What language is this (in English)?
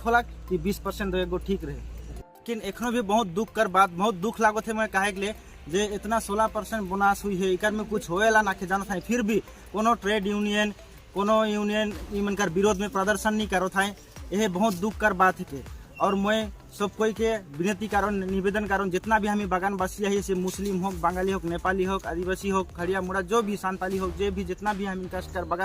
Sadri